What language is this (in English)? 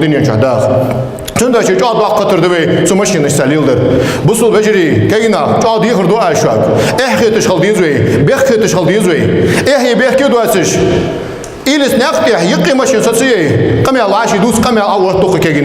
Ingush